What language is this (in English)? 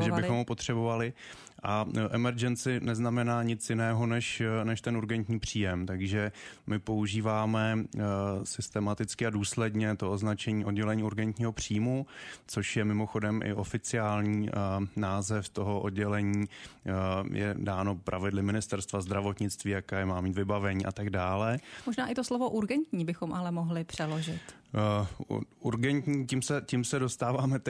Czech